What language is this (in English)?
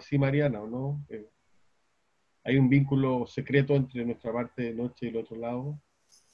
Spanish